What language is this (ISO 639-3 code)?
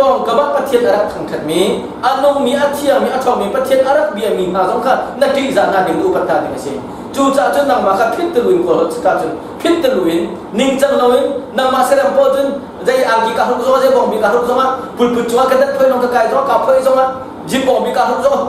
cnh